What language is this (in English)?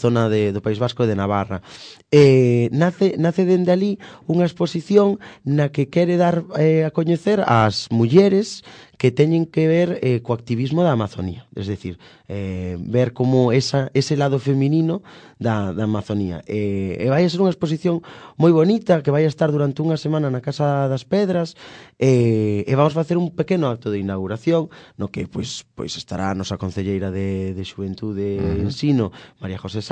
Galician